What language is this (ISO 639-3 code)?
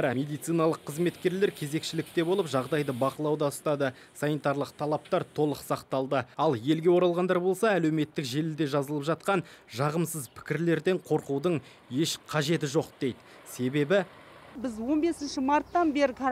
kaz